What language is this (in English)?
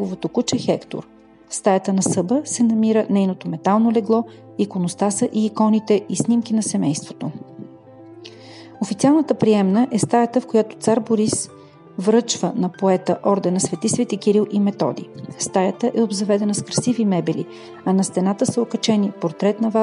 Bulgarian